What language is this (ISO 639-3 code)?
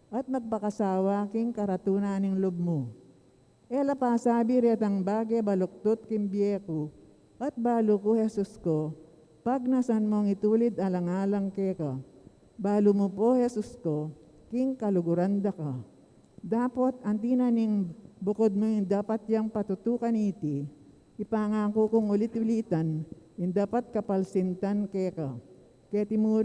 pam